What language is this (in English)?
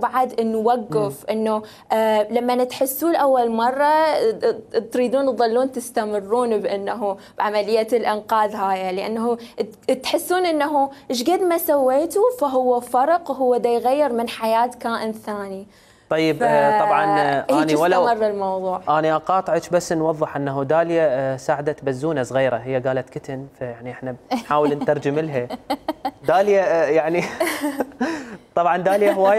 Mesopotamian Arabic